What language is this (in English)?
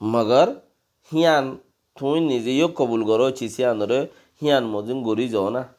Rohingya